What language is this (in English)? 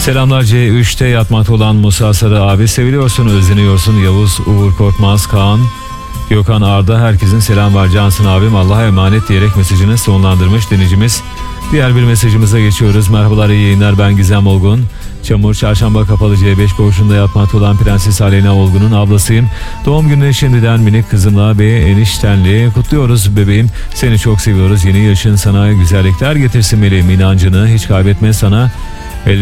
Turkish